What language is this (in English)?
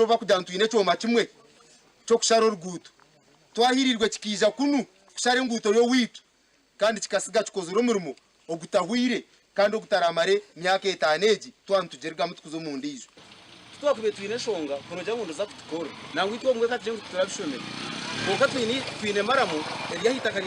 Nyankole